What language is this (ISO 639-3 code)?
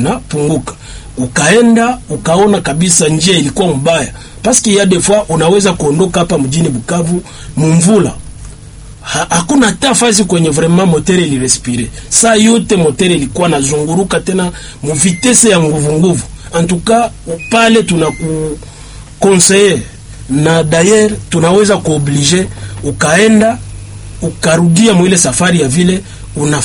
swa